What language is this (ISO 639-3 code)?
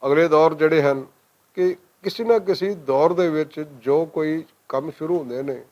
lah